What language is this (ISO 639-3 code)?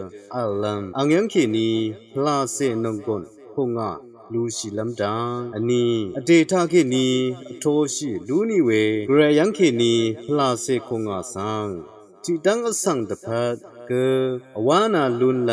raw